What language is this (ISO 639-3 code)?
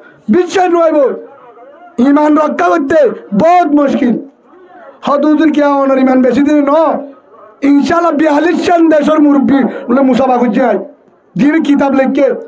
rhg